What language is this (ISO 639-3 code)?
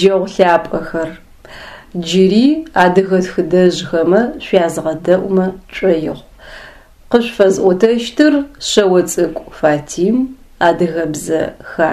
ady